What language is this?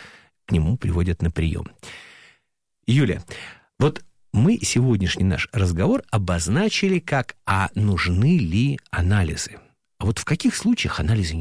Russian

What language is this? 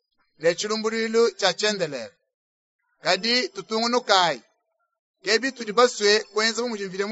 Luba-Lulua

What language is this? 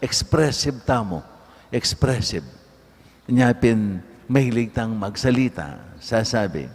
Pampanga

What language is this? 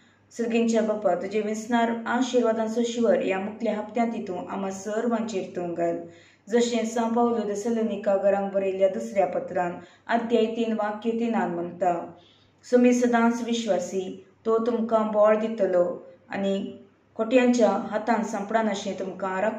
Konkani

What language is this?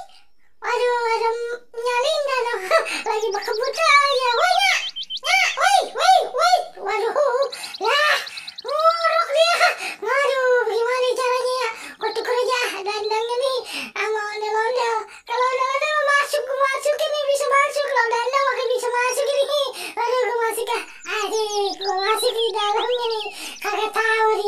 Betawi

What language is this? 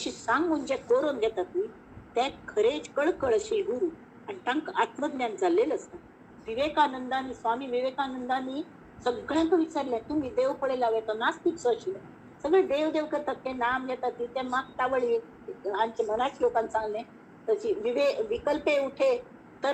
Konkani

